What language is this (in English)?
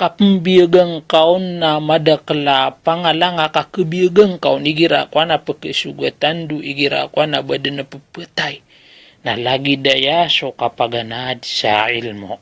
Maranao